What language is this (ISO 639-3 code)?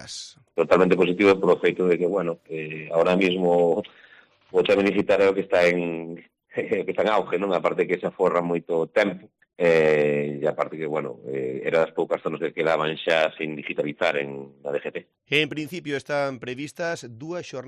glg